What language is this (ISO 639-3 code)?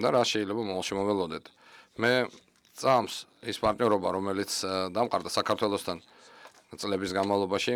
kat